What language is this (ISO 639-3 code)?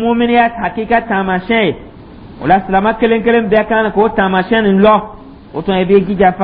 dyu